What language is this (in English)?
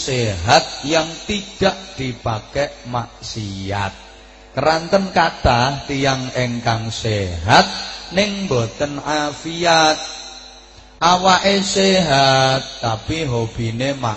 Javanese